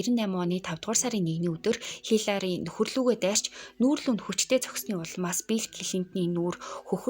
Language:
Mongolian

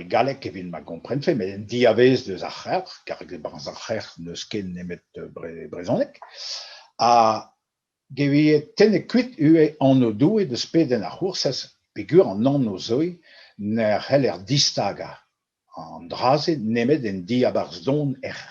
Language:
Breton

